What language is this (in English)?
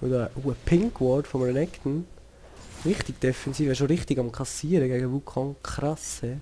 Swiss German